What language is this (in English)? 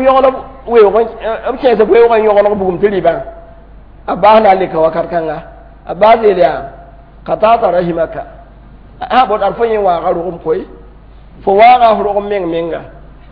Mossi